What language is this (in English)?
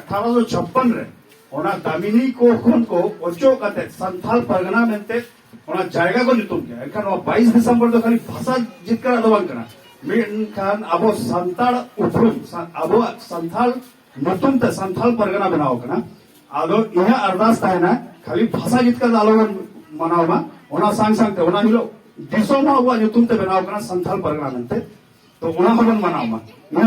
Santali